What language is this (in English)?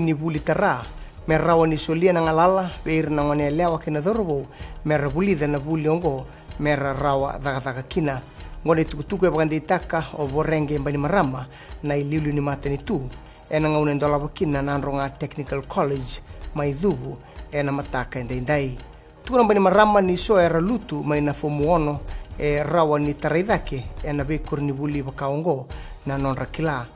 Fijian